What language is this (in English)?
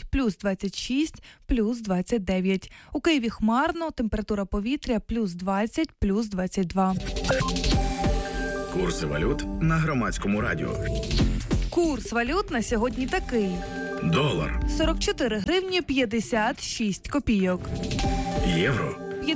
Ukrainian